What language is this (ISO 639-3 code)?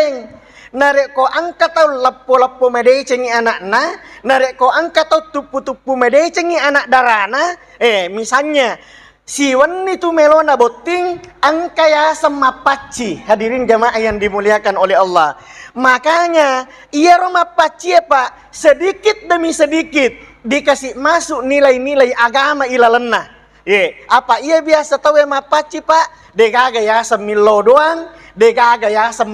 bug